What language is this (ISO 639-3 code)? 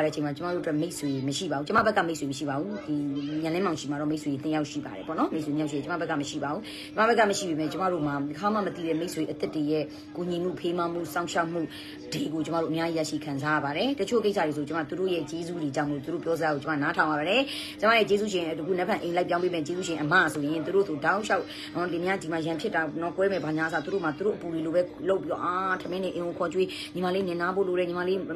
mya